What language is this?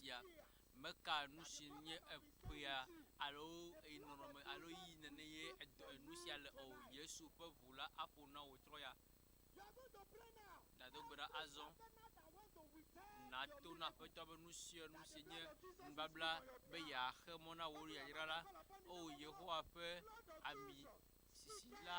Ewe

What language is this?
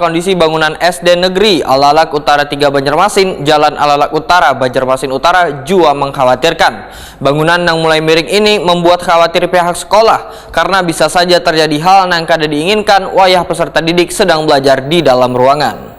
Banjar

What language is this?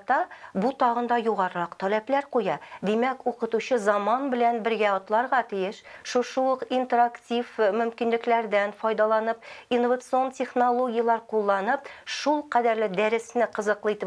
Tatar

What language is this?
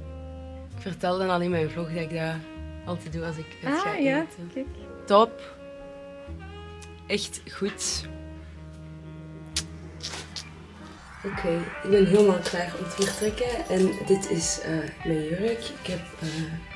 Dutch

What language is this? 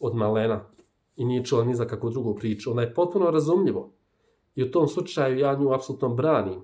Bosnian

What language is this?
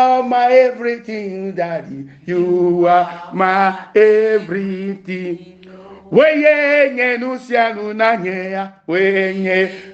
Ewe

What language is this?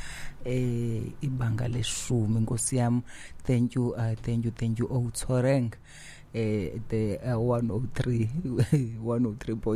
Xhosa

